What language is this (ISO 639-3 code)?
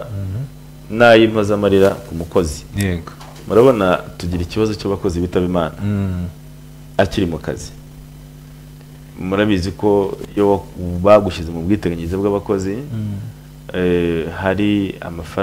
kin